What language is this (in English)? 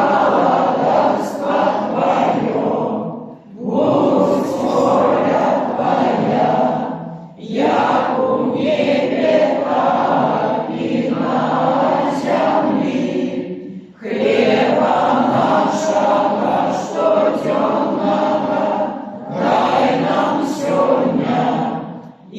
Belarusian